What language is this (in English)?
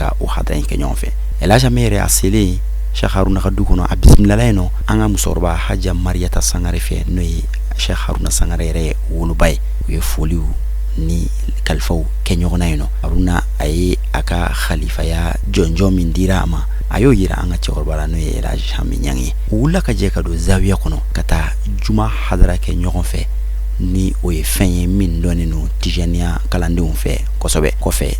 Bambara